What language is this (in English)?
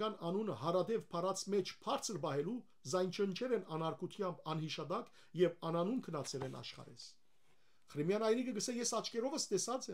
Western Armenian